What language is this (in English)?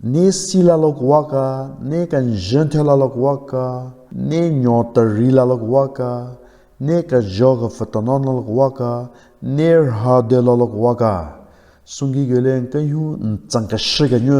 Southern Rengma Naga